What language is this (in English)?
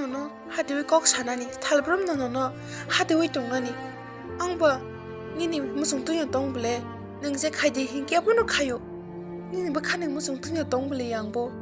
Kok Borok